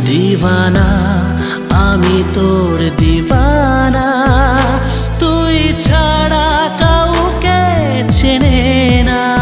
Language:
Bangla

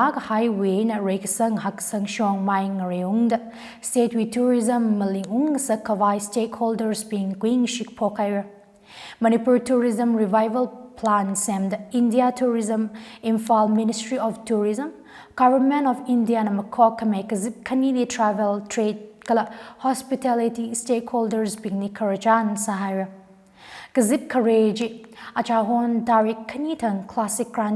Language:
Tangkhul Naga (India)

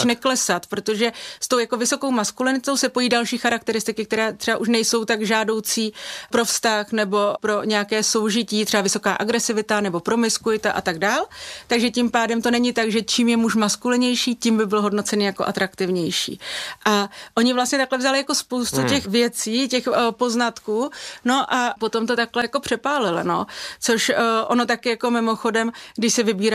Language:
Czech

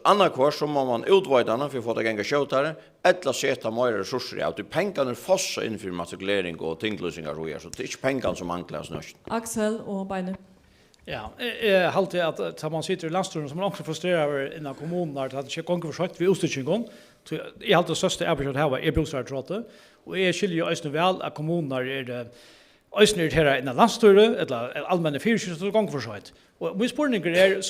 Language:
Faroese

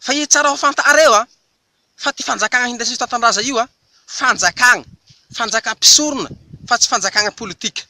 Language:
Malagasy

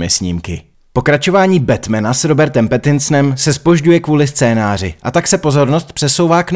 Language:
Czech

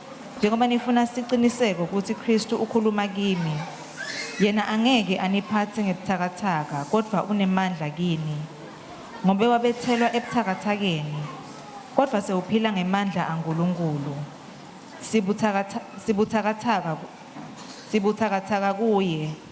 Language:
Swati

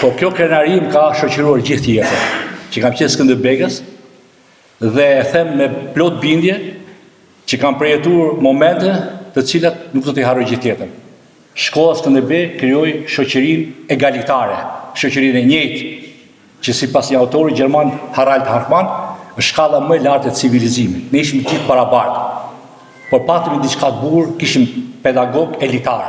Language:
Albanian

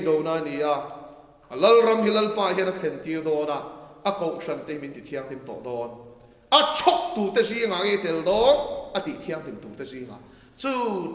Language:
Mizo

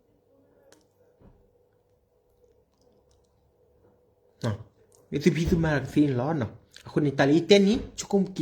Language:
S'gaw Karen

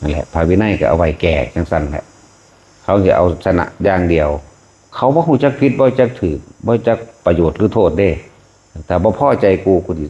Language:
Northeastern Thai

